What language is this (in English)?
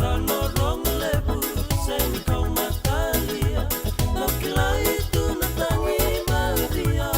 Fijian